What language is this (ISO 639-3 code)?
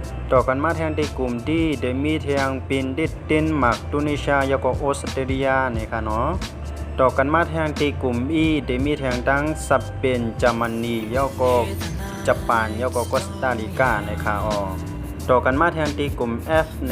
shn